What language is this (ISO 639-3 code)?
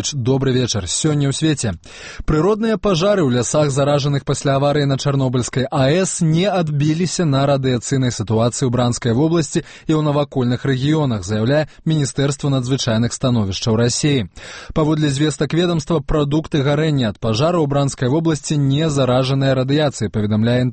bel